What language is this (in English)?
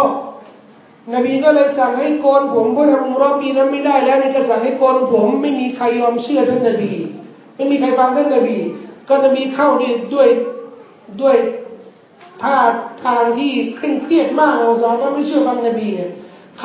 Thai